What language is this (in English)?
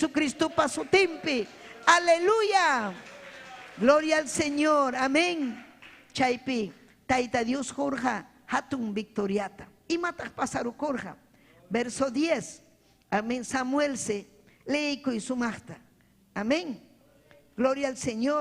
Ayacucho Quechua